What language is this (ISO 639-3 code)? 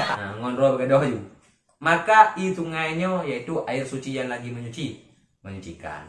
ace